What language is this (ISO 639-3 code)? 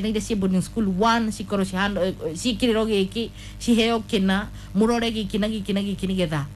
kik